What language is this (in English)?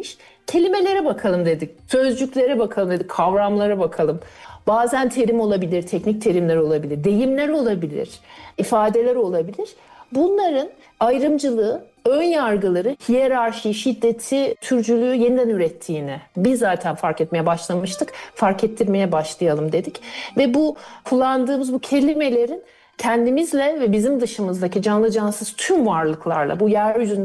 Turkish